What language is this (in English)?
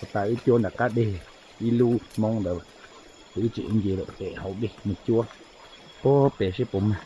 Hmong